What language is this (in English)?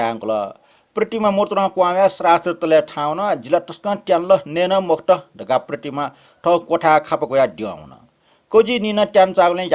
Newari